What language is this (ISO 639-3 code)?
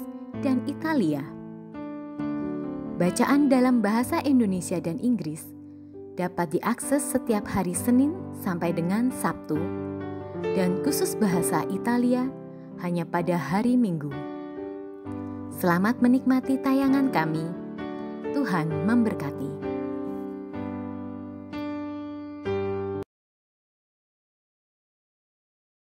ind